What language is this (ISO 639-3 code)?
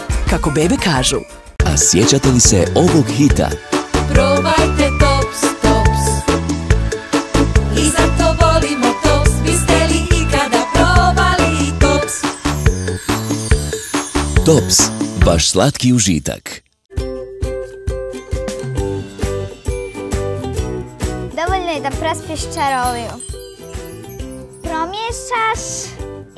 hrv